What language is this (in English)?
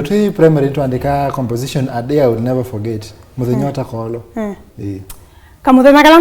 Kamba